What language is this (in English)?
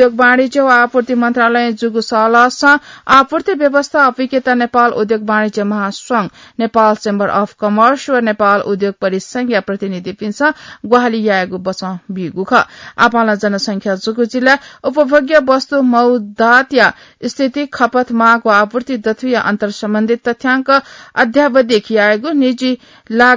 Newari